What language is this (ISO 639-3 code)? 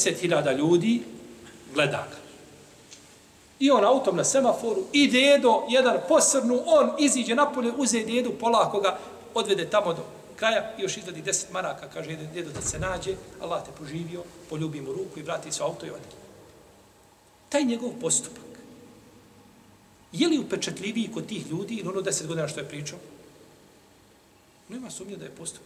bos